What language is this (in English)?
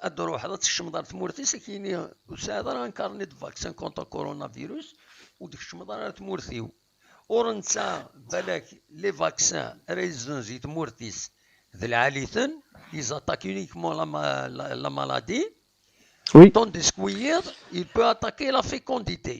Kabyle